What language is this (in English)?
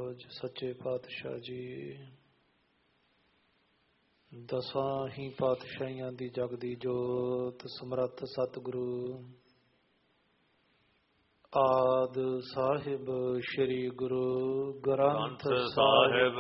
Punjabi